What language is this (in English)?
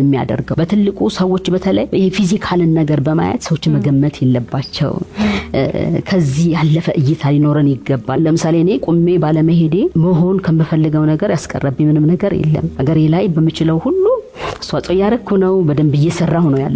Amharic